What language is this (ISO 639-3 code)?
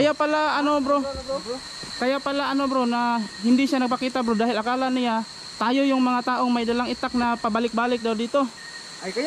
fil